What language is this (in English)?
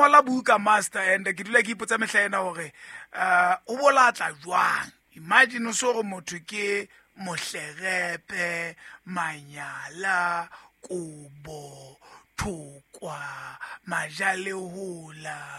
Southern Sotho